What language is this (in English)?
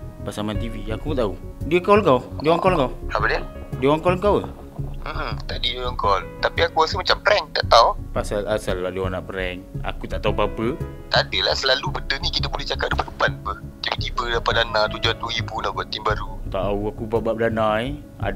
Malay